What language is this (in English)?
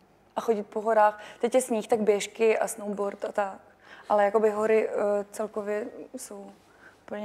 Czech